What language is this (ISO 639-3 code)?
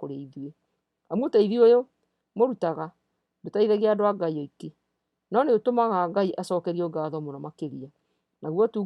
kik